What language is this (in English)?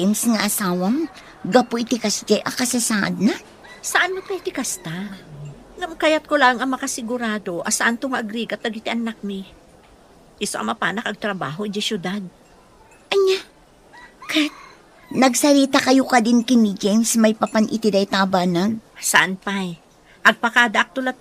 Iloko